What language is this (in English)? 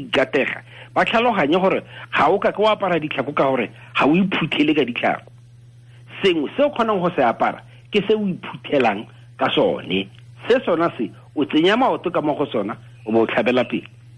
Tswana